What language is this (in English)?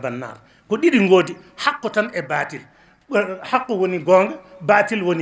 Fula